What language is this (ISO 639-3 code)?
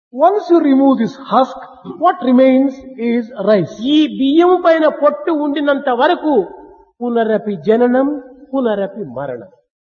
tel